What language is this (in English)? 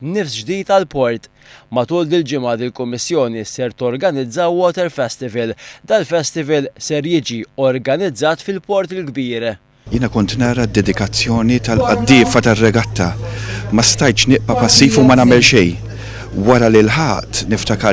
Maltese